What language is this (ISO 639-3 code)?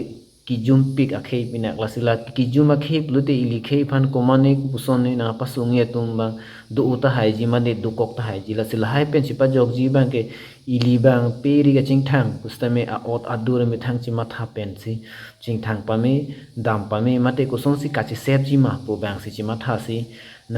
mjw